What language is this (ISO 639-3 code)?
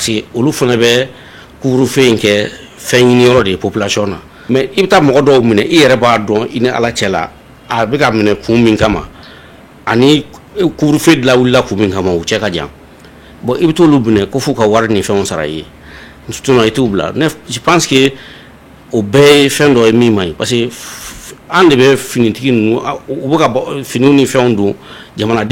bam